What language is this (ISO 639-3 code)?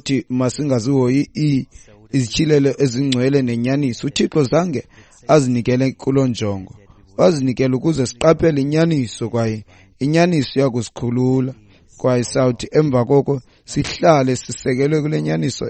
xho